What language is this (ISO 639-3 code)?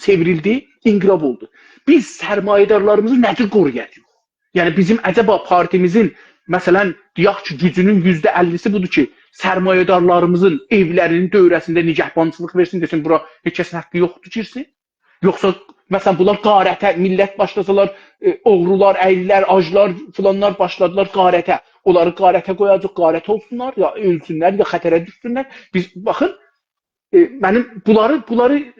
azb